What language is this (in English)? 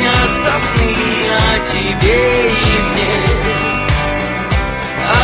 Russian